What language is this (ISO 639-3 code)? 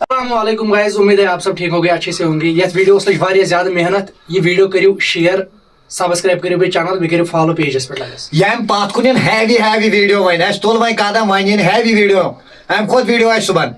kas